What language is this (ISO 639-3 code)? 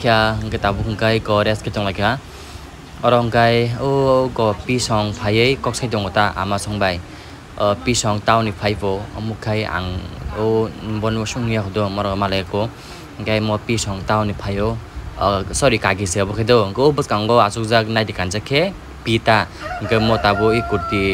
trp